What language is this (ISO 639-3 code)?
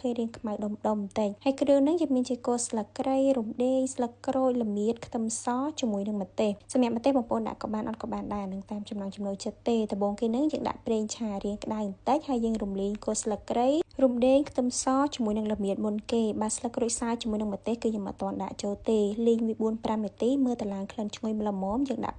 khm